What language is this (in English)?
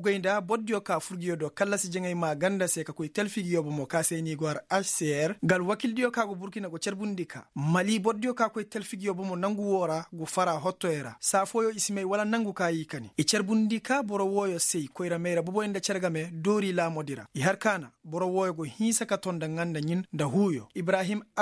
Koyraboro Senni